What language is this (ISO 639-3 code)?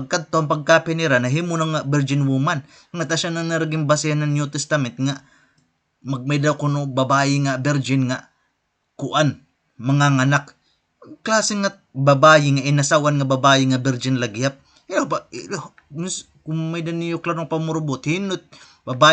war